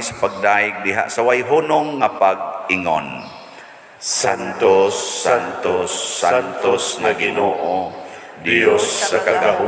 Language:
Cebuano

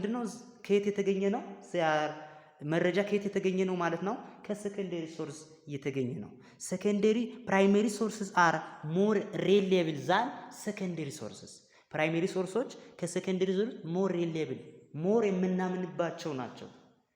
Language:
Amharic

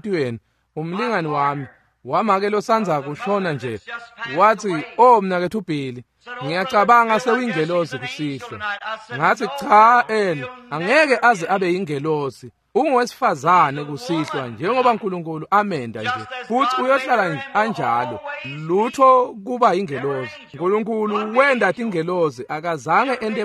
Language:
Swati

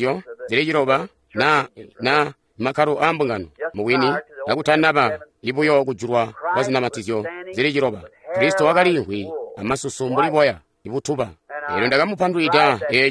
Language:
Tonga (Zambia)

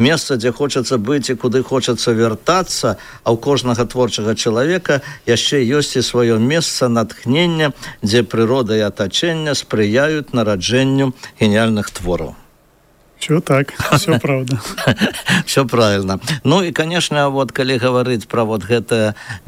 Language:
Belarusian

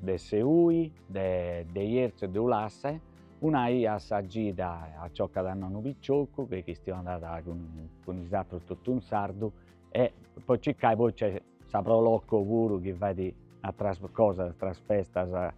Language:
Sardinian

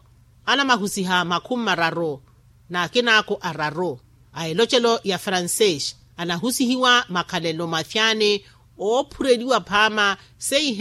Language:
Makhuwa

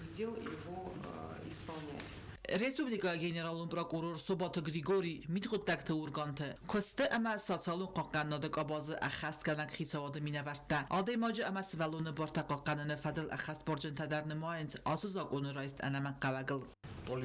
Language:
Ossetic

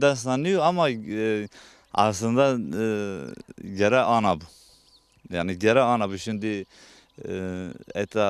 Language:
Zaza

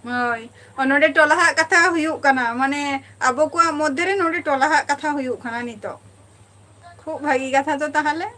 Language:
Santali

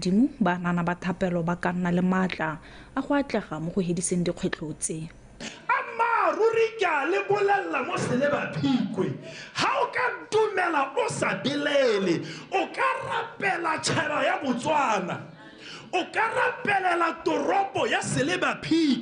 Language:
Tswana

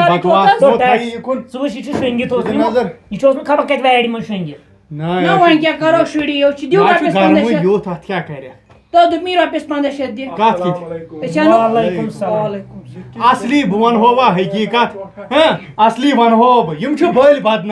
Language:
Kashmiri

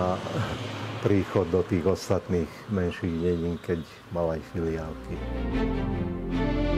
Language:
Slovak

